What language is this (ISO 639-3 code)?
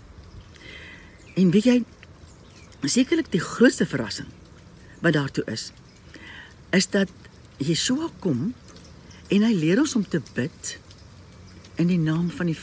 afr